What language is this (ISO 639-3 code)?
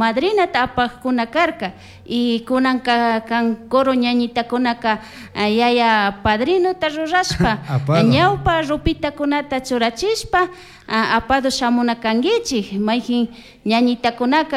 qug